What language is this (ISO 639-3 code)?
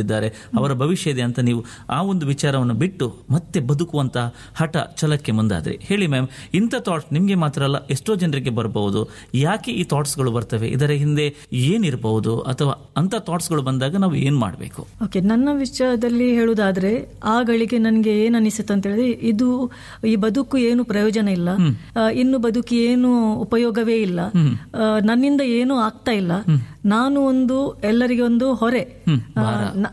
kan